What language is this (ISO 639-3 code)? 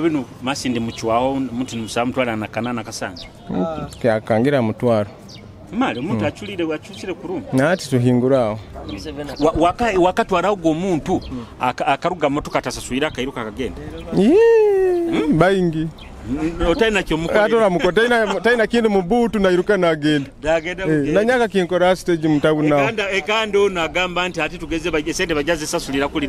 nyo